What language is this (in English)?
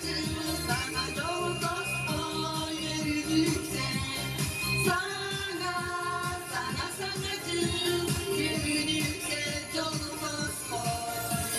Yakut